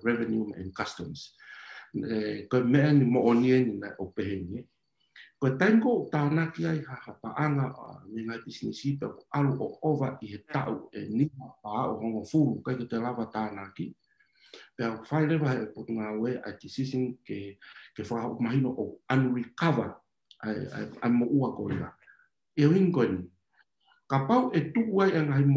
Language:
Tongan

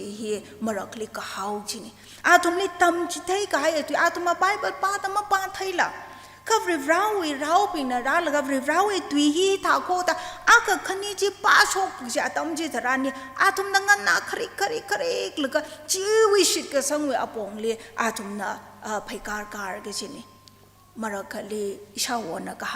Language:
Tangkhul Naga (India)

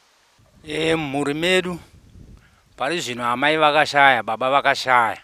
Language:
Shona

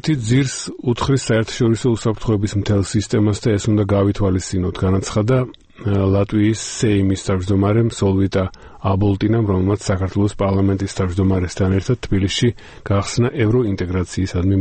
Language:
Georgian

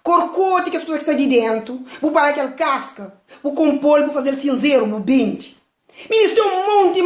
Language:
Kabuverdianu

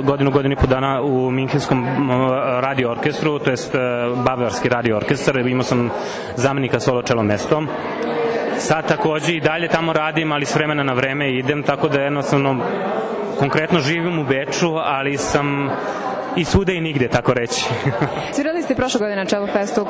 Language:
Serbian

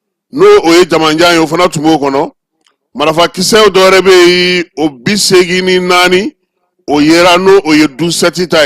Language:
Bambara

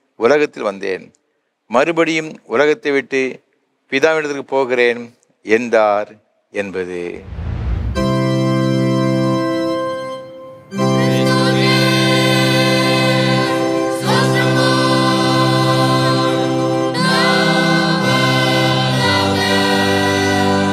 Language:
Tamil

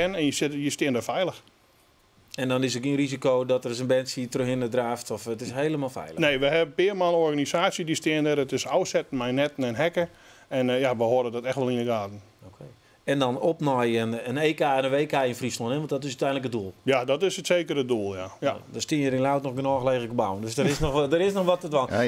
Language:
Western Frisian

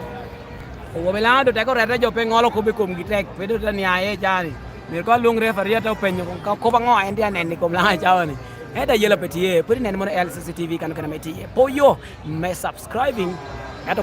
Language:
Lango (Uganda)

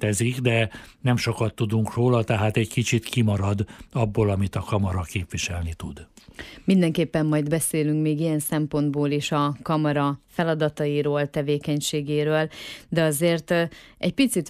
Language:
Hungarian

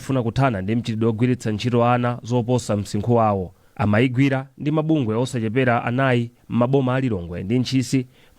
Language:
Nyanja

